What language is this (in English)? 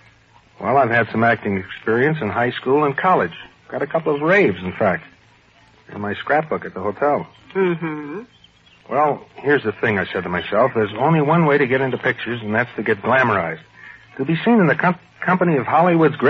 English